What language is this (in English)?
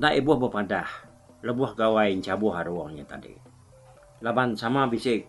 Iban